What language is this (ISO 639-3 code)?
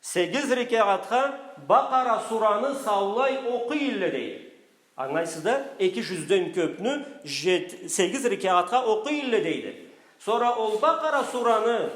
krc